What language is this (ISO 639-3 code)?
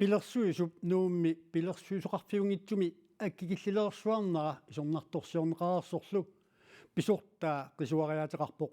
kal